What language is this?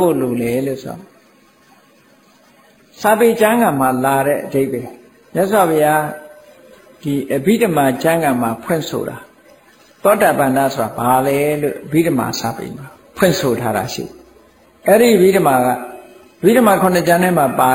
Burmese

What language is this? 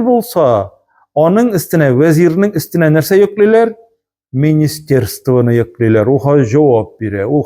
Tatar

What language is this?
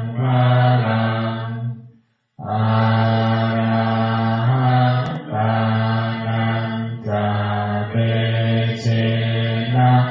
Pali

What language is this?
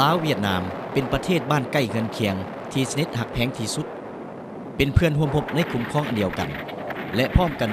Lao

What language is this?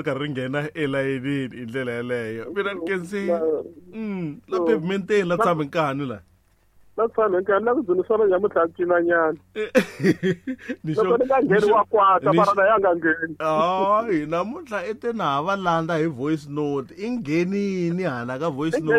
Tsonga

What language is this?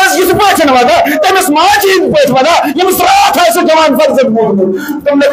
Kashmiri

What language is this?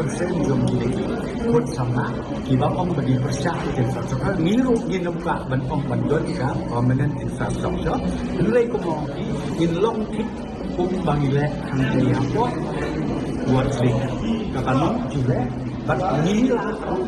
Khasi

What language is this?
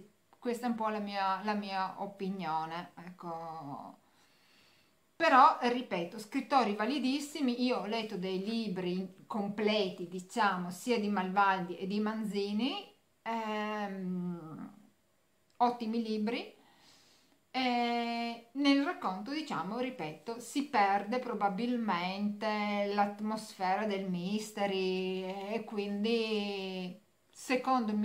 Italian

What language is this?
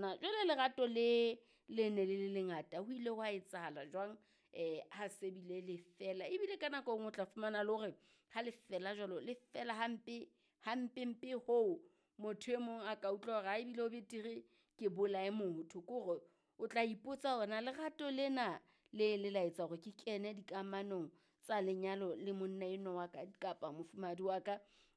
Southern Sotho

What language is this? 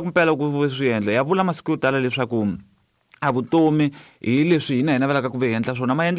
Tsonga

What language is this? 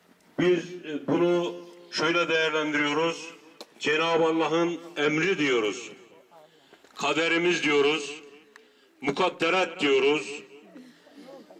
Turkish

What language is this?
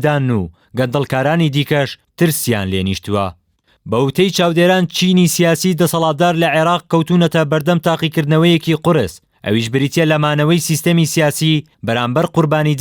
Central Kurdish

